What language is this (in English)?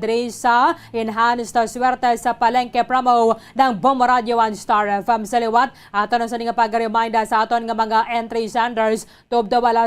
Hiligaynon